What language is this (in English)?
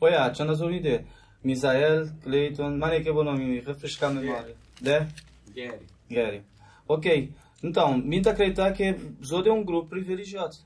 Kabuverdianu